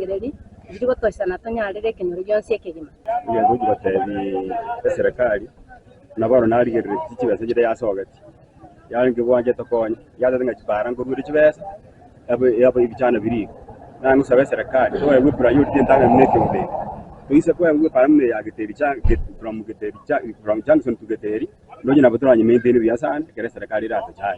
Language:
Gusii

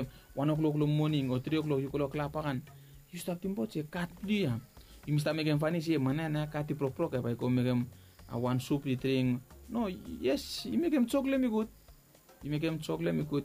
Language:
Bislama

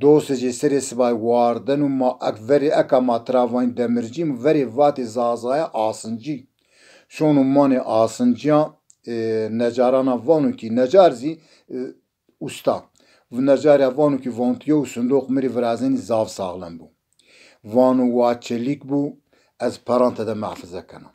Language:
Zaza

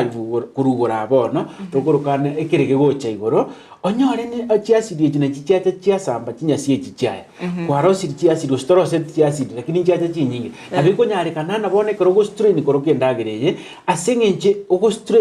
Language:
Gusii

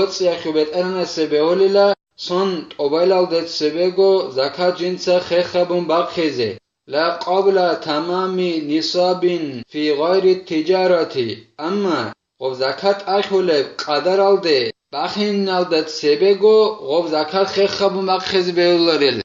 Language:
Avaric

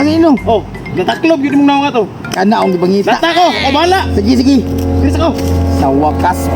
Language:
Cebuano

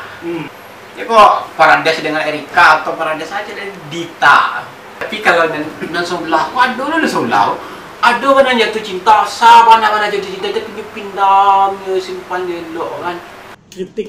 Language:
Minangkabau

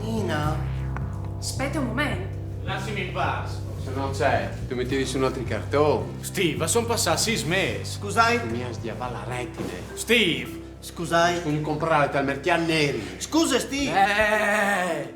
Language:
Friulian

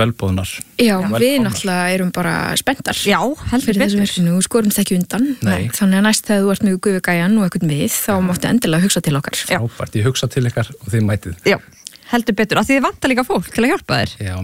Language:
Icelandic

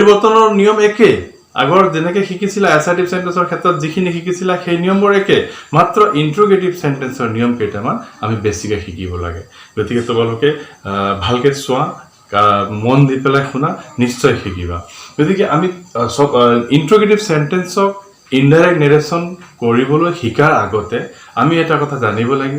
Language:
Assamese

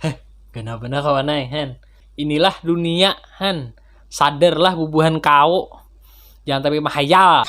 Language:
Banjar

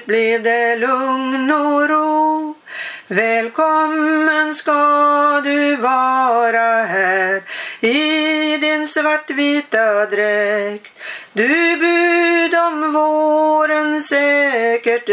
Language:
Swedish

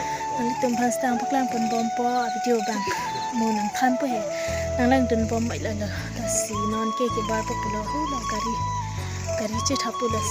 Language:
Karbi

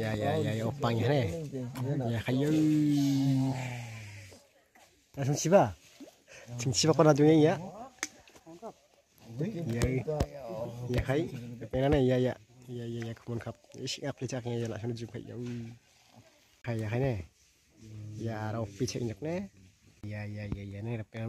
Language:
Garo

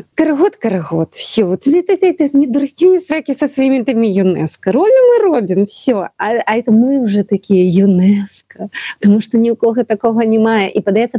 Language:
Belarusian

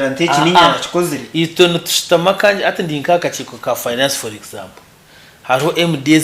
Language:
Nyankole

